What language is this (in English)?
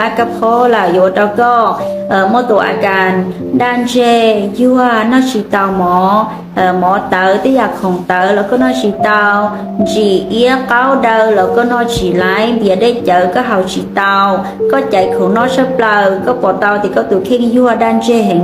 Hmong